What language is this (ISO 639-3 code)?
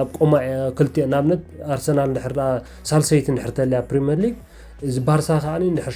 tir